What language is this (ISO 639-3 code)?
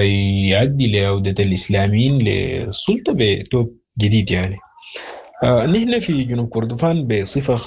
apd